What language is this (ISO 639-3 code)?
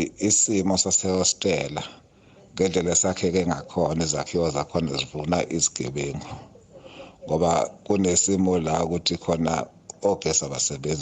zul